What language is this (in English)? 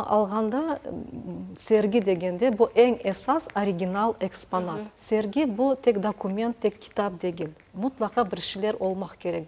Crimean Tatar